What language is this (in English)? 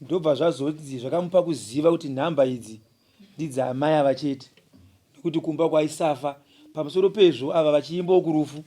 Shona